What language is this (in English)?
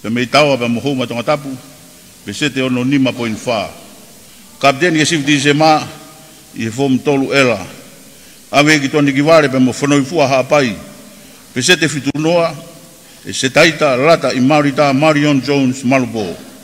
Tongan